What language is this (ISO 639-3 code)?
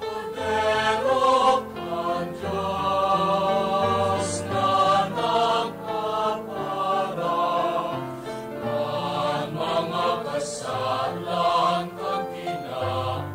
bik